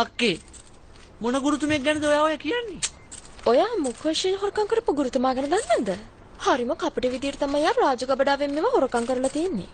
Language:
Sinhala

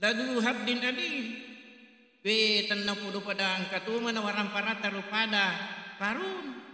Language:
Buginese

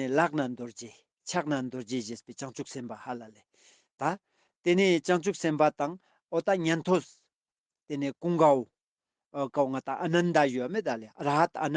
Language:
Ladakhi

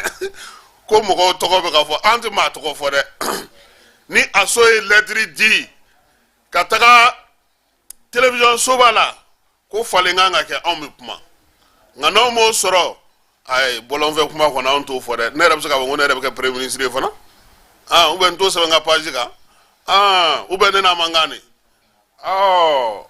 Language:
Bambara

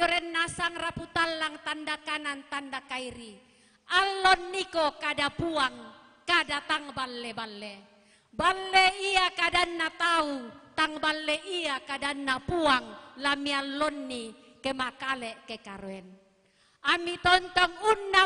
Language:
Toraja-Sa'dan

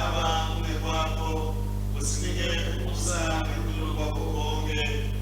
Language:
Swati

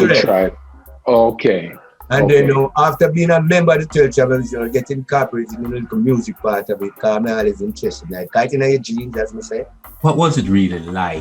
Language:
Jamaican Creole English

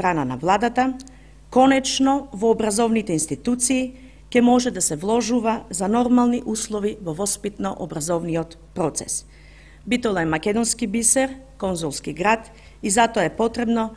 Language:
Macedonian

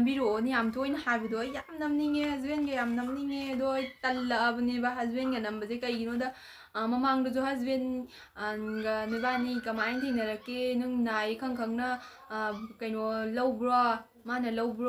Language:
Manipuri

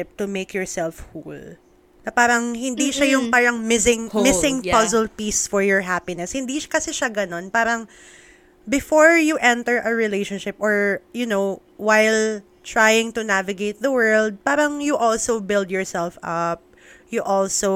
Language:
Filipino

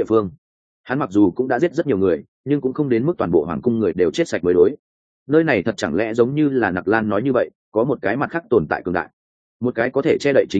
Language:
Vietnamese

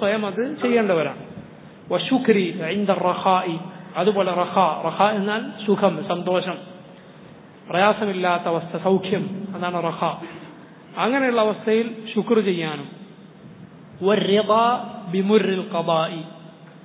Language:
Malayalam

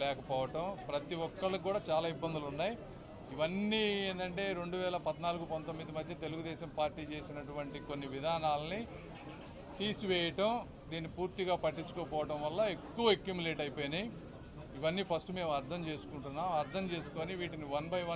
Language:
Telugu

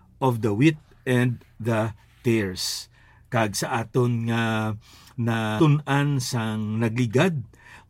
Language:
Hiligaynon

